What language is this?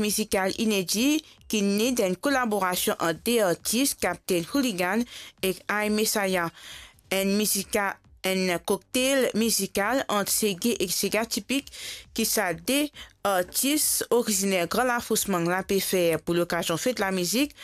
Morisyen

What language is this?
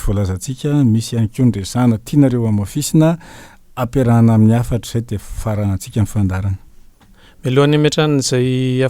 Malagasy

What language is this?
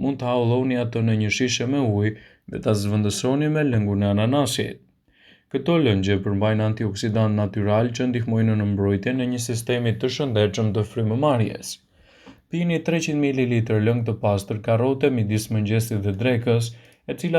Albanian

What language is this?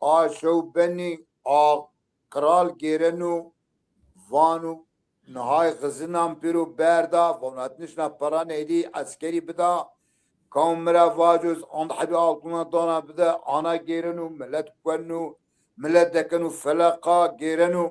Zaza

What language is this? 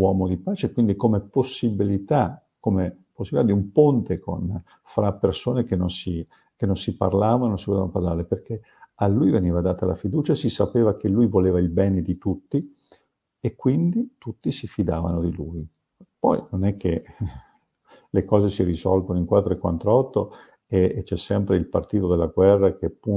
Italian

